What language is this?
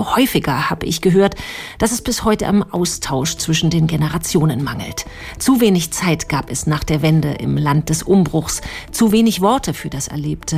German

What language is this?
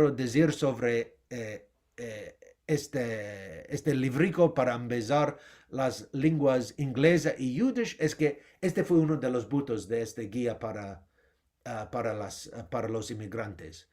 Ladino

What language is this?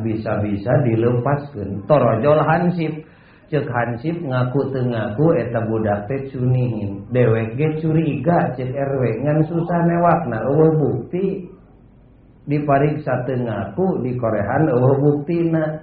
Sundanese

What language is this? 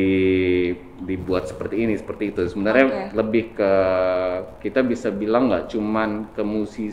Indonesian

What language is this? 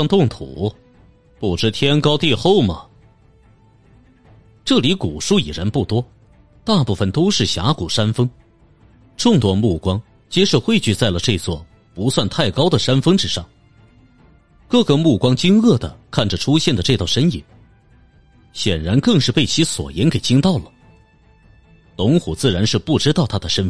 Chinese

